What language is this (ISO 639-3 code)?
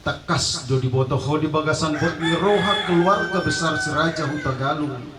bbc